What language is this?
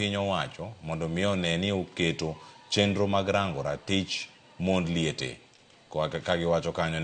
Luo (Kenya and Tanzania)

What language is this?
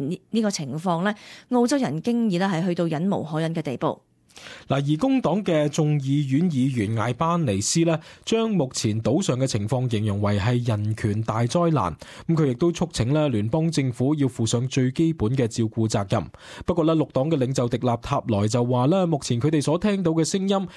Cantonese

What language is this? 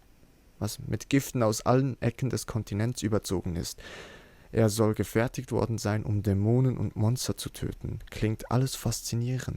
Swiss German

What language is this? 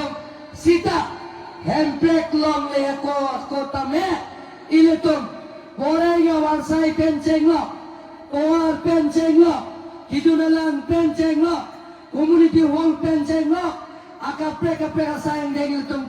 Karbi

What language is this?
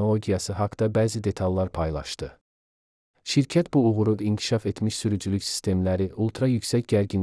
Azerbaijani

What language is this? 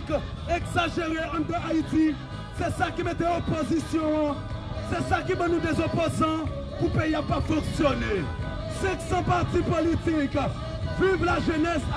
Haitian Creole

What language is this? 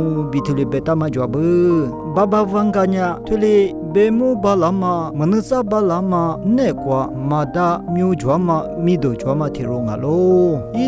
Lisu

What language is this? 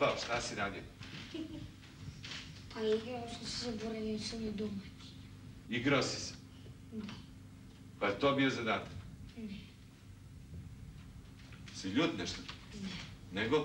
Serbian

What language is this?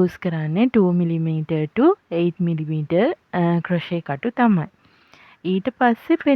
Sinhala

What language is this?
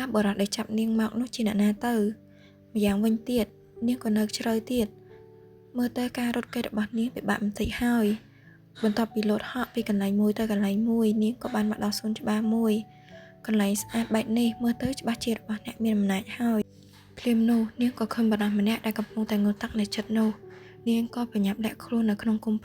Khmer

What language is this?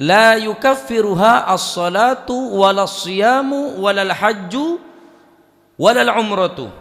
Madurese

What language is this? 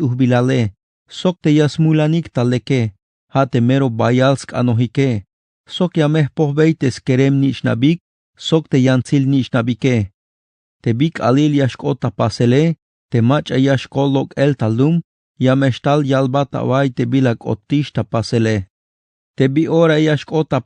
Tzeltal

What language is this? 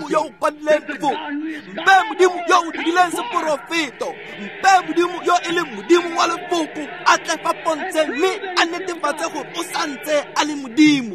Tswana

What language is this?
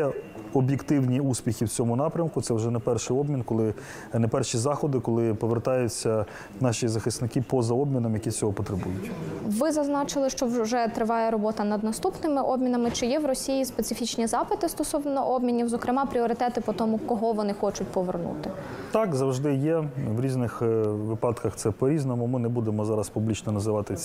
Ukrainian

